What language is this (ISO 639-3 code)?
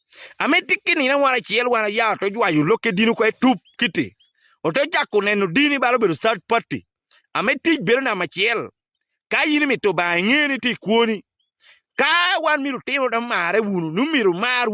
ach